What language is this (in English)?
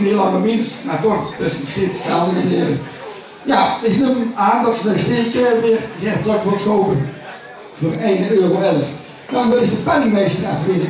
Limburgish